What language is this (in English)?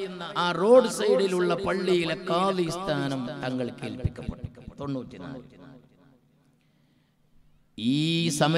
Malayalam